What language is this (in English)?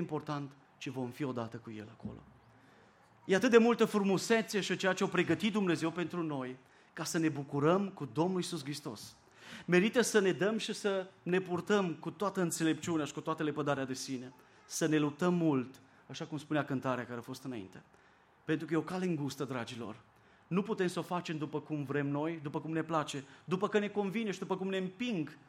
Romanian